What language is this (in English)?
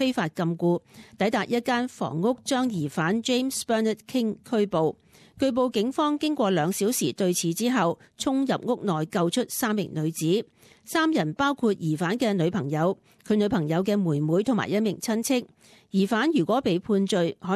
Cantonese